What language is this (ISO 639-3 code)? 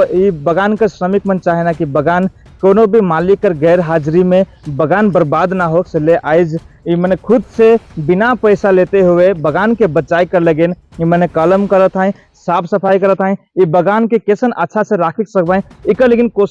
sck